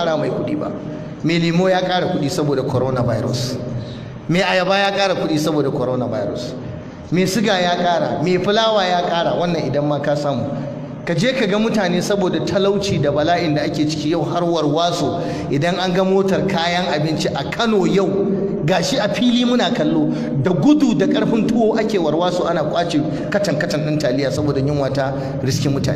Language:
Hausa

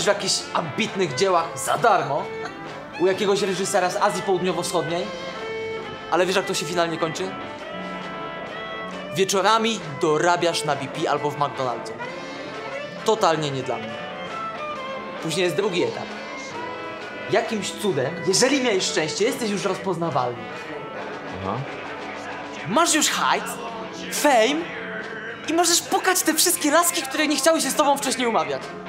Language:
Polish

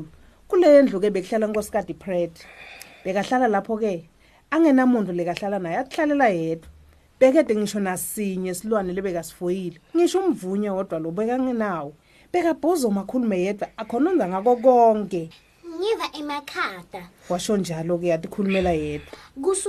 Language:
Swati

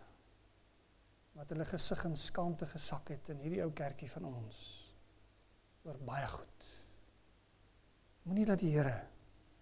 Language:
Afrikaans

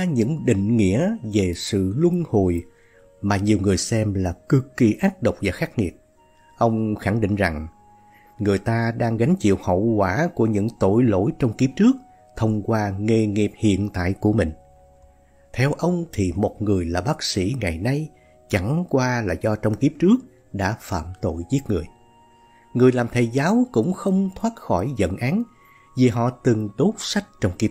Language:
Vietnamese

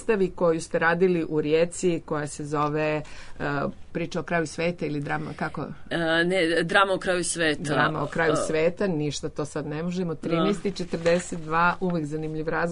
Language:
Serbian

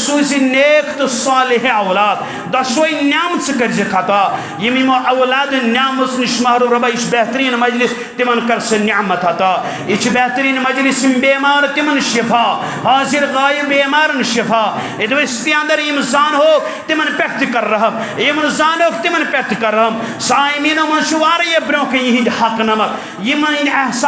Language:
Kashmiri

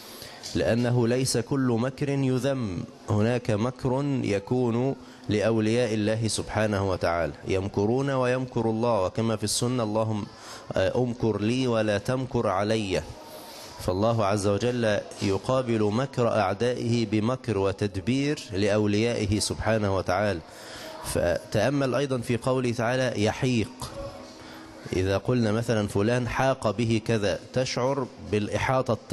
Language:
Arabic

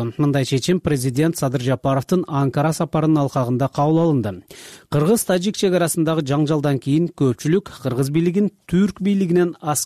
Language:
Kyrgyz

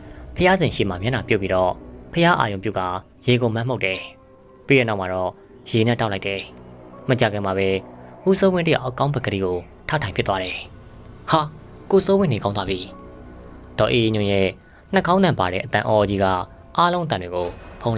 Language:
Burmese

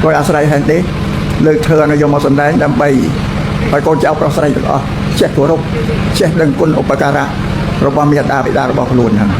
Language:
Khmer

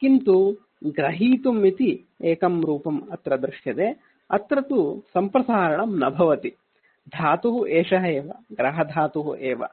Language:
Sanskrit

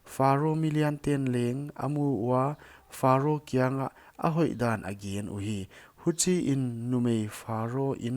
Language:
Paite Chin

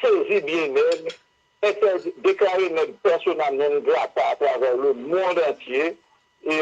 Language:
Haitian Creole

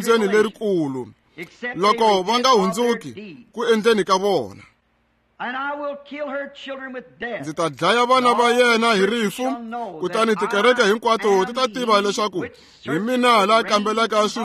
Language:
Tsonga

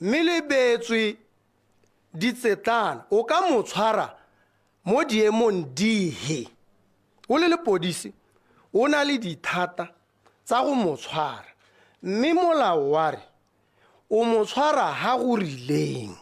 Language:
Tswana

